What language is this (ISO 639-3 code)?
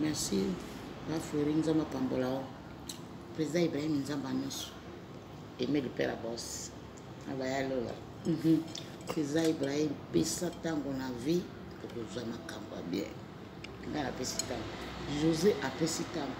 lin